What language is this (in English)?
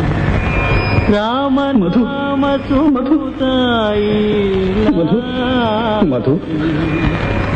Telugu